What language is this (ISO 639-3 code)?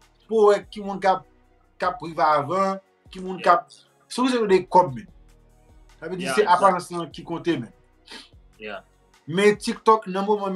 hat